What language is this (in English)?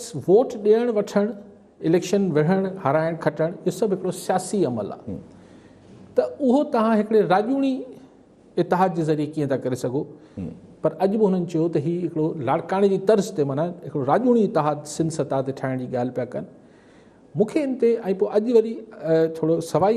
Sindhi